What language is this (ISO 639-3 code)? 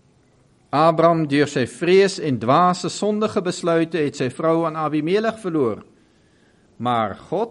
afr